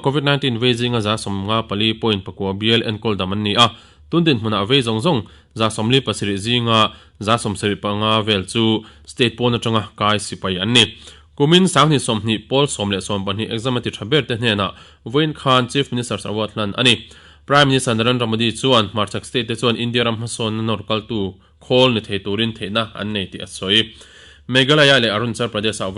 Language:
Mizo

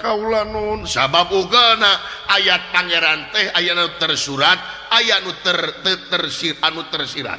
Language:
Sundanese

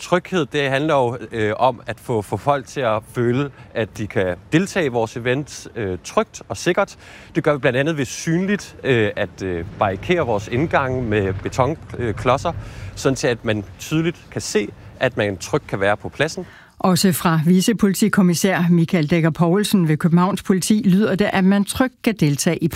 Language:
Danish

